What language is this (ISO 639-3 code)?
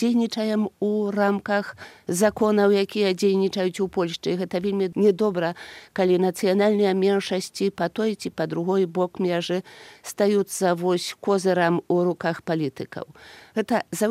bel